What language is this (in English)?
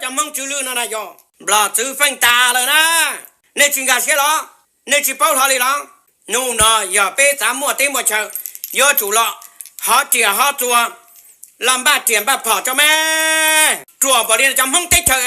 Hmong